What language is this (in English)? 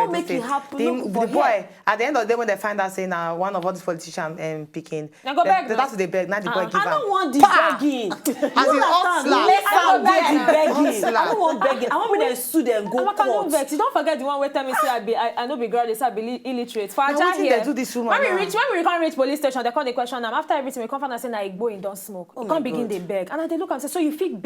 Nigerian Pidgin